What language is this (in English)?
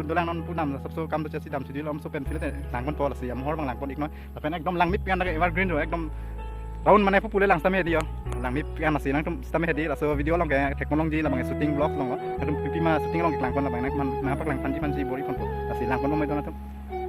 Karbi